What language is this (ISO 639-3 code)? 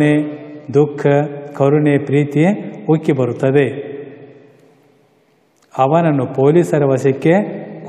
kan